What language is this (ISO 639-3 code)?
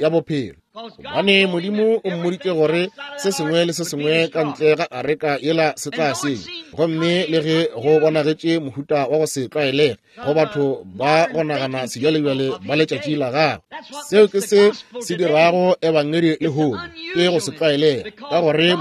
nso